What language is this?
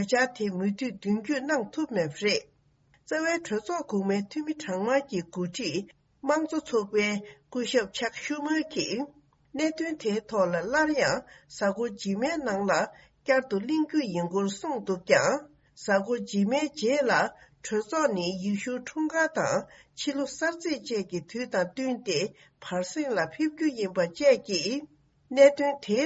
Tibetan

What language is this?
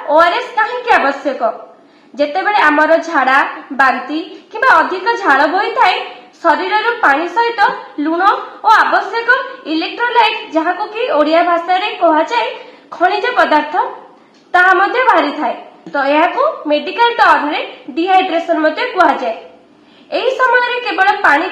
Odia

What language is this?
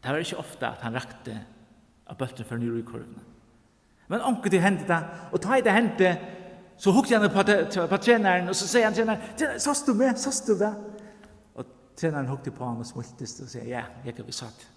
Faroese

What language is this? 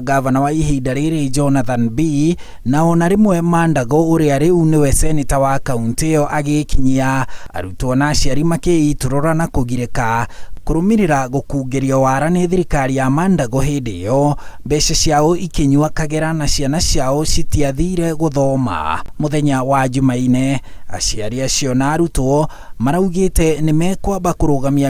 Kikuyu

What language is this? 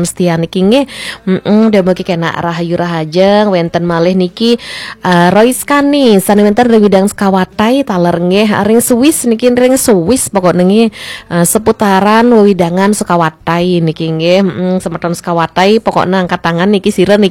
Balinese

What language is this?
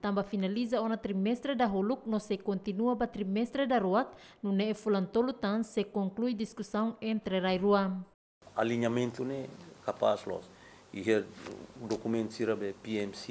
Tetum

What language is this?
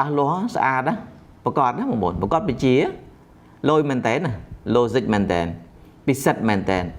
Khmer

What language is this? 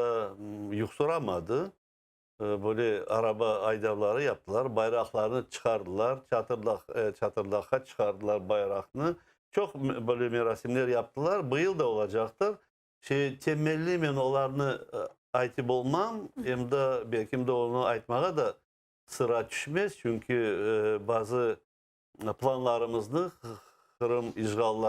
Crimean Tatar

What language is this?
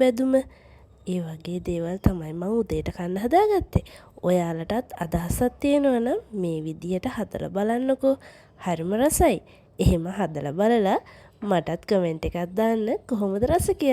Sinhala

